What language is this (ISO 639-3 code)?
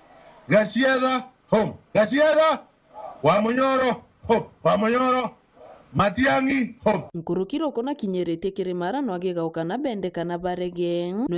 mer